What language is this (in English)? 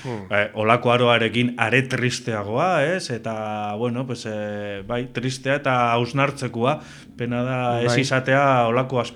Basque